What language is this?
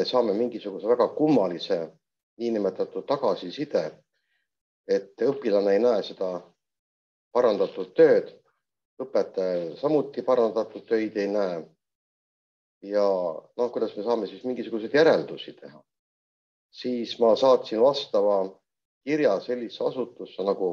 Estonian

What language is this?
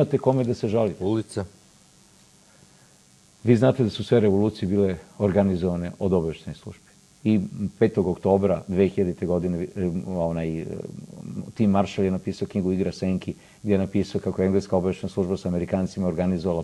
Serbian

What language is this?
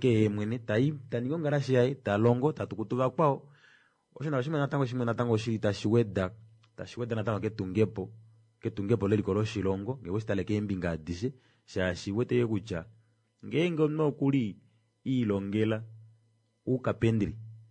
Kuanyama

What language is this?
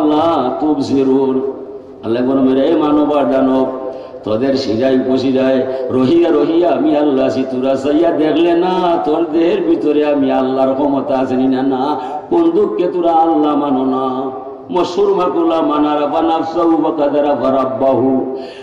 Sylheti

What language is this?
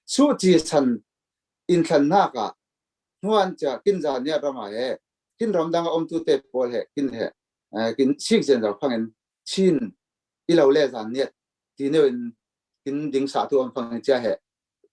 Falam Chin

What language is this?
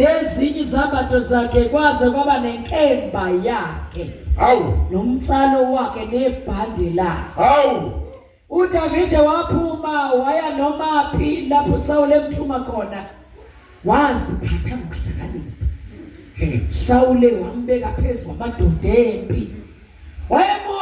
Zulu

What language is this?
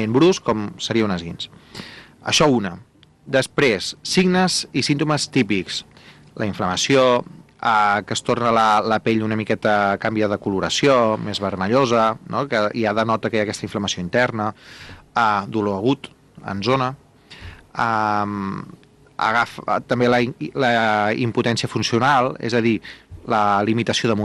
Catalan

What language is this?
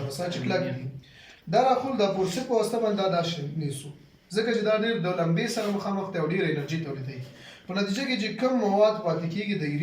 Pashto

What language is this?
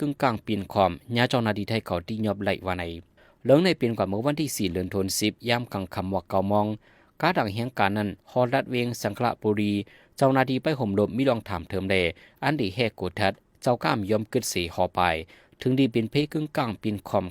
Shan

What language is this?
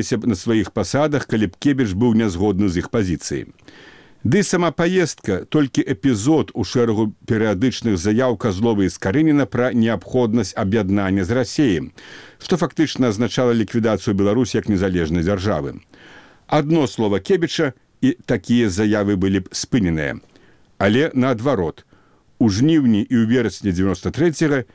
Belarusian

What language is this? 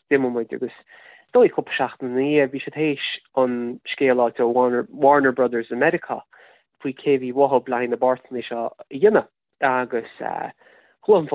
Irish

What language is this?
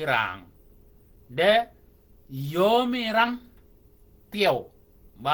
Shilluk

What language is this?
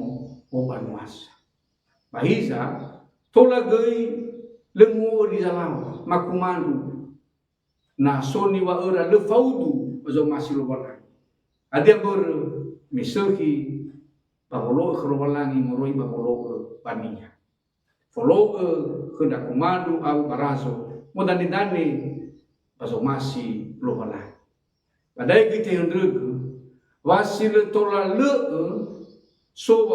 Nias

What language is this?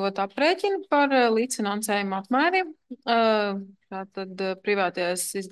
Latvian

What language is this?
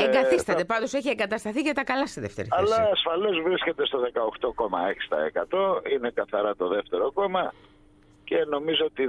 Greek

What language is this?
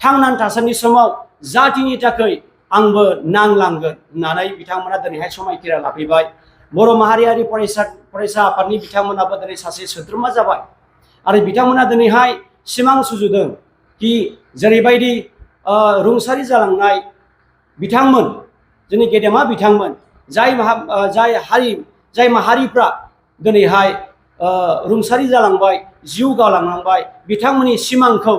Bodo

